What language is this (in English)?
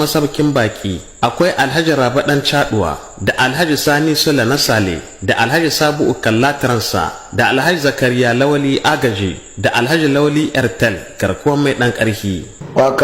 Hausa